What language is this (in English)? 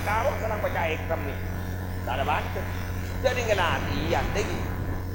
Madurese